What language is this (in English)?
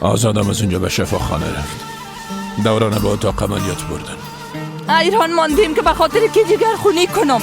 Persian